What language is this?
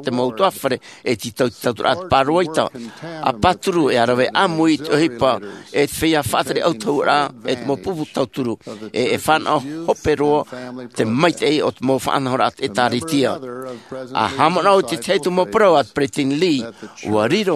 Tahitian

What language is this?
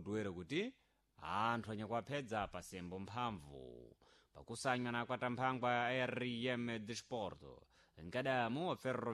Sena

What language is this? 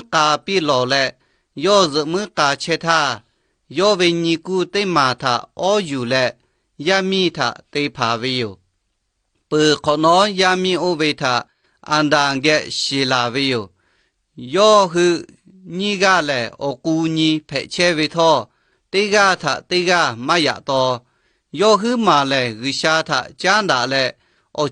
Lahu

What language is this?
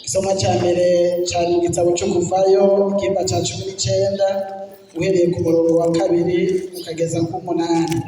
Rundi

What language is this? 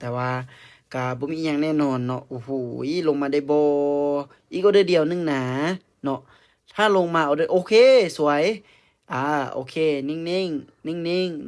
Lao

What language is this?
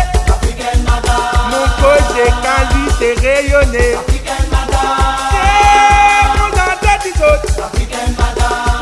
Réunion Creole French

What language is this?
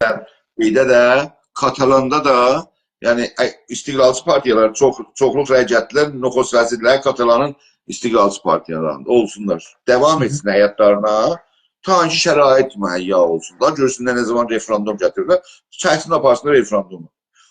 South Azerbaijani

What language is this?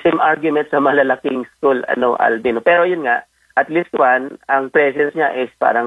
Filipino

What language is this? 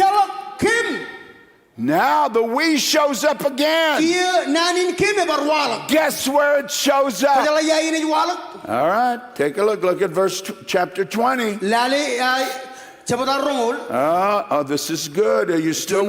Marshallese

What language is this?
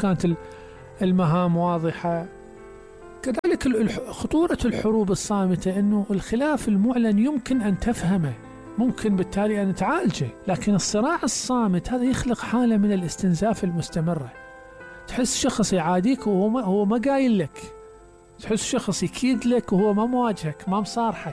Mesopotamian Arabic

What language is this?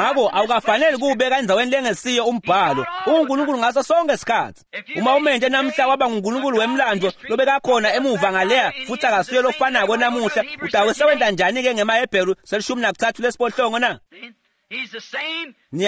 Swati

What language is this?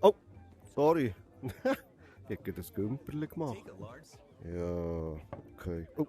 Swiss German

